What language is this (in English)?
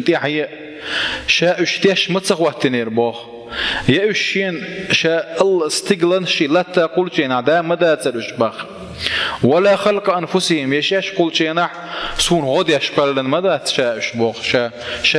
Chechen